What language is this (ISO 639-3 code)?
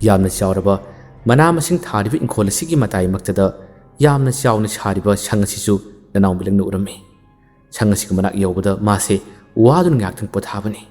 mni